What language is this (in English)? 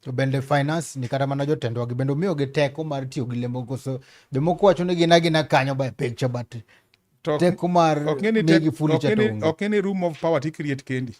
Luo (Kenya and Tanzania)